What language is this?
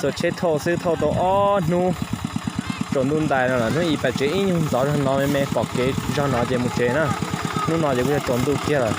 Hmong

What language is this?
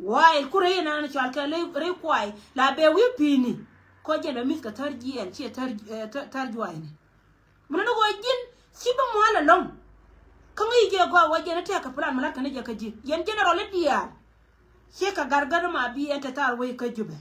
Nuer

